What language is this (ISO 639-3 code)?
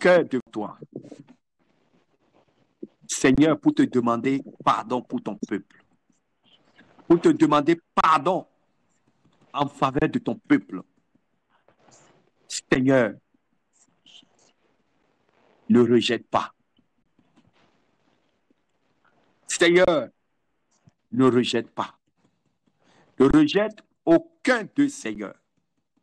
fra